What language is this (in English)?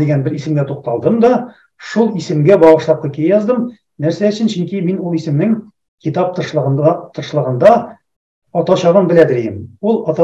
Tatar